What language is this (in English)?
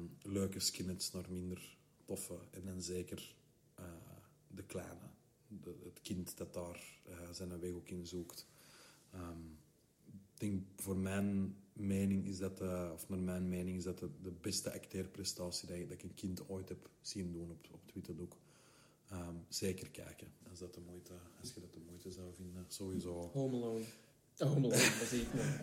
Dutch